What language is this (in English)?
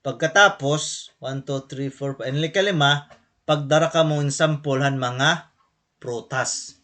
Waray